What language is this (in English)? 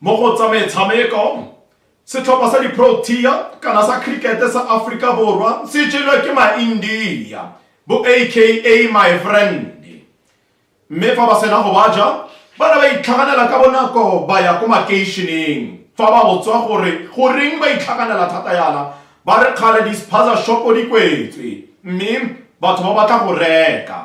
Tswana